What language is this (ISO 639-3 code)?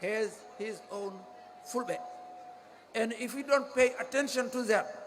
ful